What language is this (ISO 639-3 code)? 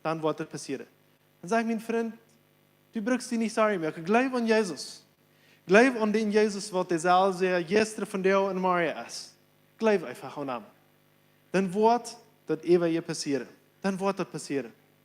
pdt